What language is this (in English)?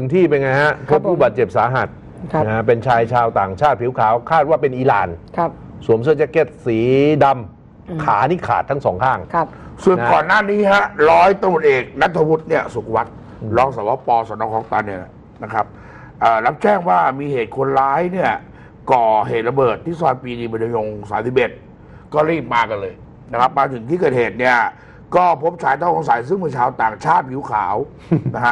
Thai